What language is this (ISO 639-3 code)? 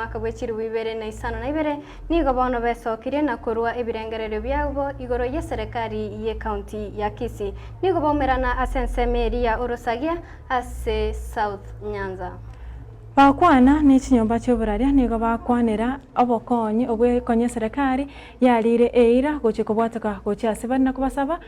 guz